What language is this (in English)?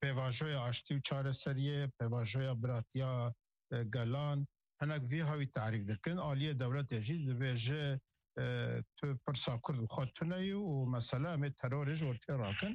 Kurdish